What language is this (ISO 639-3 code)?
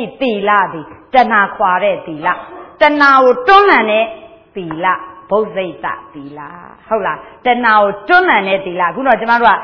mya